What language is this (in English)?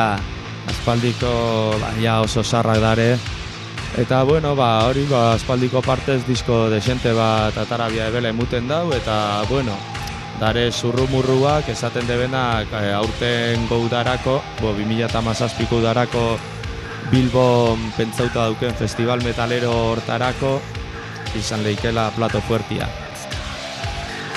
Basque